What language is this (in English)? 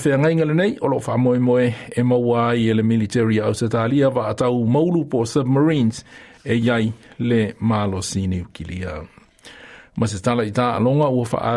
Samoan